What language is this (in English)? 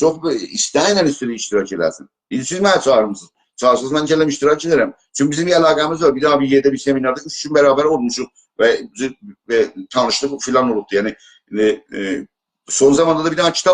South Azerbaijani